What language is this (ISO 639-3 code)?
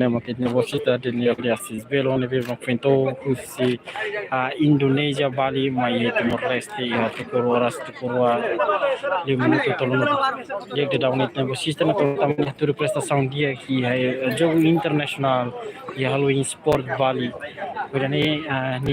tet